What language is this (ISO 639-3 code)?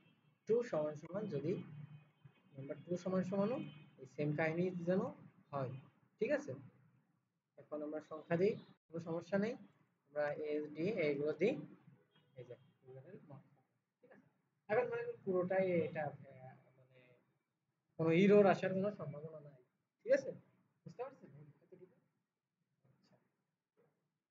ben